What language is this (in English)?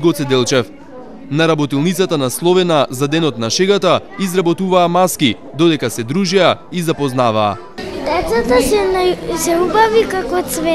Macedonian